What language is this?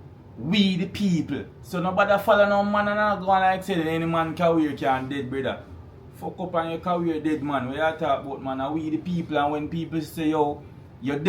Jamaican Creole English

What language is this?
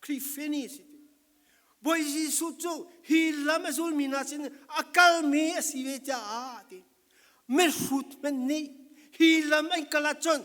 Falam Chin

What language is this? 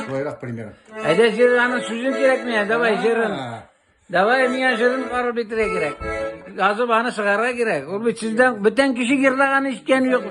Tatar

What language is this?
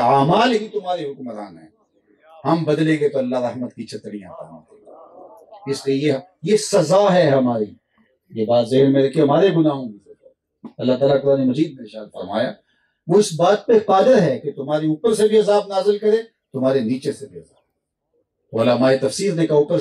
Urdu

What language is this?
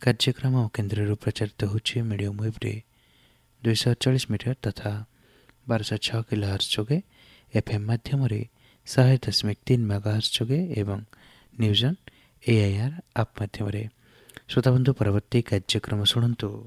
Odia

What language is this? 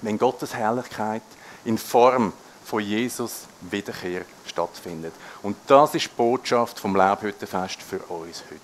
Swiss German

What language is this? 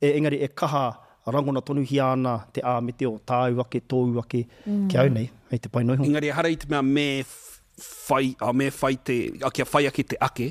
Māori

